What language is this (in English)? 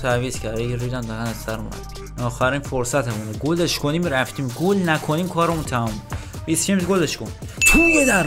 Persian